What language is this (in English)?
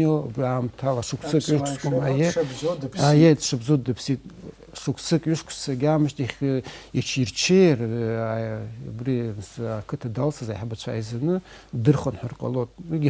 Abkhazian